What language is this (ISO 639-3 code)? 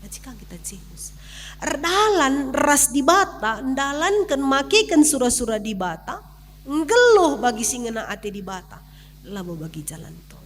btx